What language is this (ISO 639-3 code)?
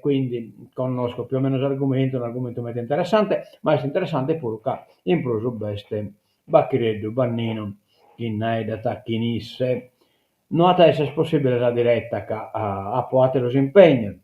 srd